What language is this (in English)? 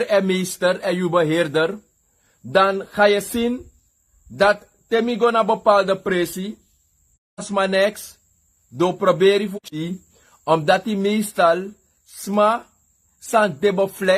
Sranan Tongo